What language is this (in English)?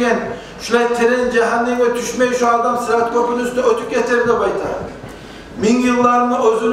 Kumyk